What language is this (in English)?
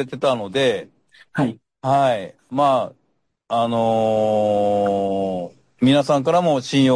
Japanese